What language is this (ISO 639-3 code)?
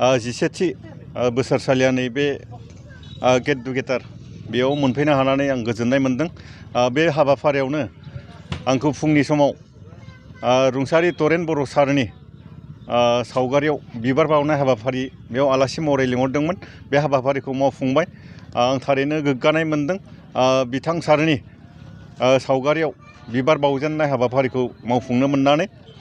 brx